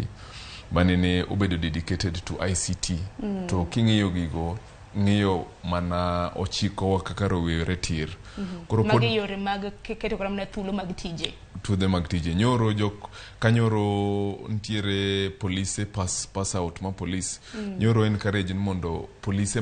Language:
Luo (Kenya and Tanzania)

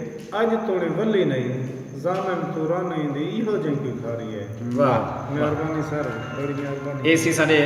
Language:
Saraiki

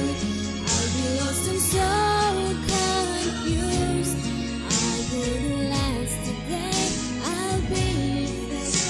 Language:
Tangkhul Naga (India)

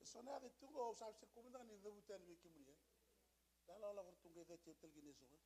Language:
Fijian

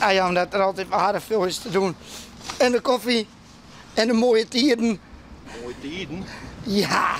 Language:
Western Frisian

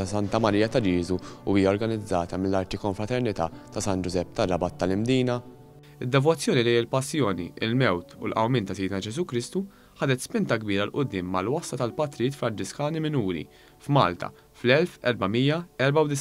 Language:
Maltese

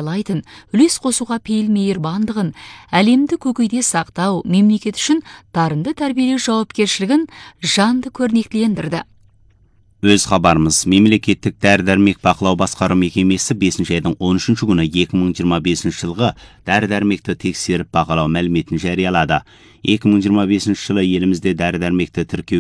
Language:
Kazakh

